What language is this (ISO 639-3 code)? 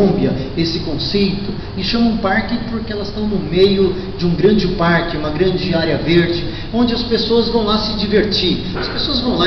por